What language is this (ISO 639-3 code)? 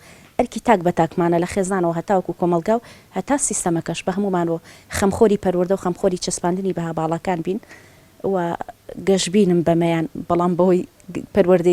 ckb